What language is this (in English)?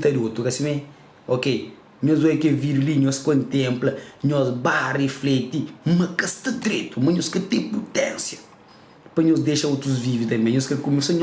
Kabuverdianu